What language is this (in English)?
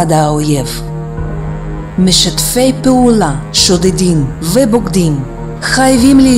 Hebrew